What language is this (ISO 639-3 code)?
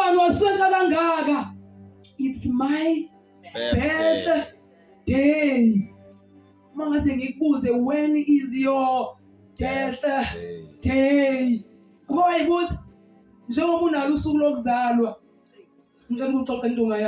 zul